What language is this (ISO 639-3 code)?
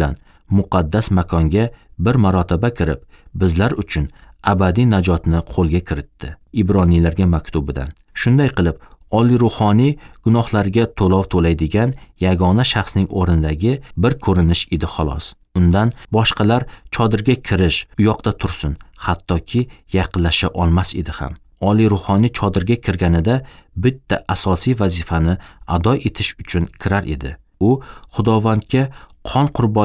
uzb